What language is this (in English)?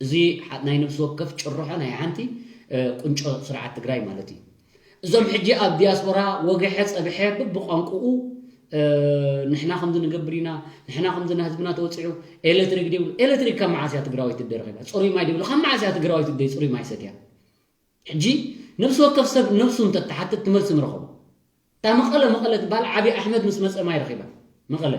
Tigrinya